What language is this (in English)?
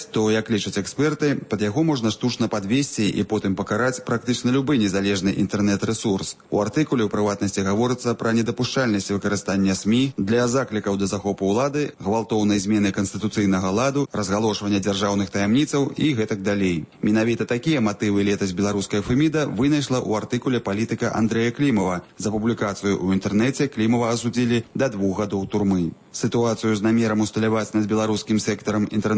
Belarusian